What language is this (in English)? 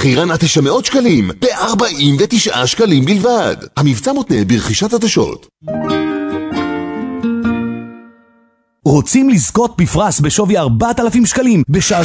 Hebrew